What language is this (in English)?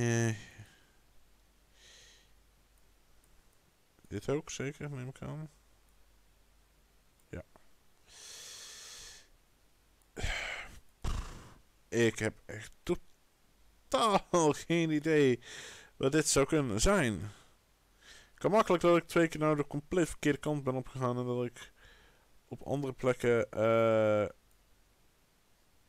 Dutch